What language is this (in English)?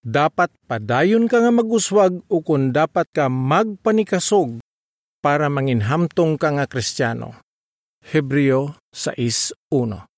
Hiligaynon